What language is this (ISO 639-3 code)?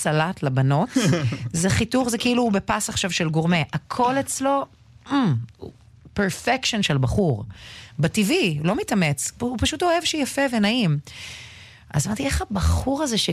heb